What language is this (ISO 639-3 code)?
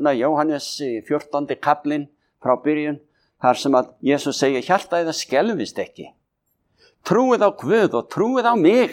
isl